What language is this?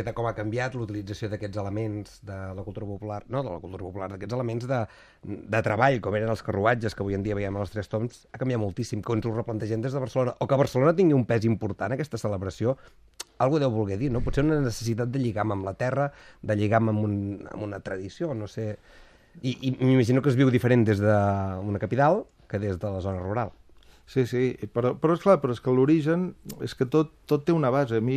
Catalan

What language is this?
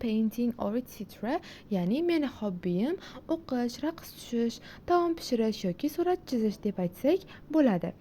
Uzbek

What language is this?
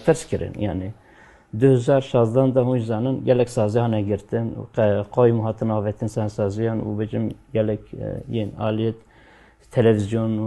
Kurdish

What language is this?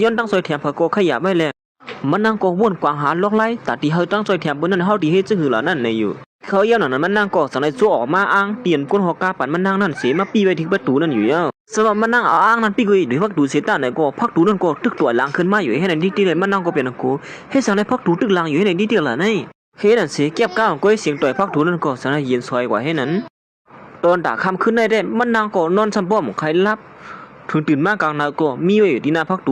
Shan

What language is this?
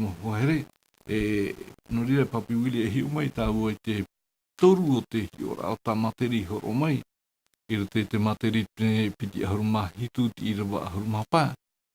Tahitian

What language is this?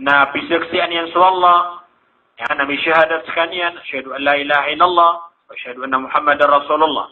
Maranao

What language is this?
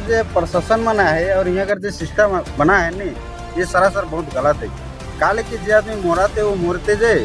Sadri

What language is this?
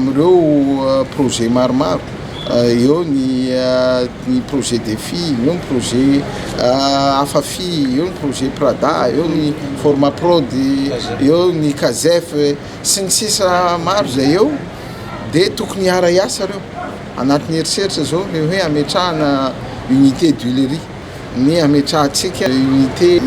Malagasy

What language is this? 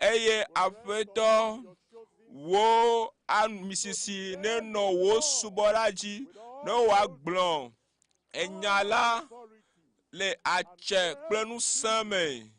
Ewe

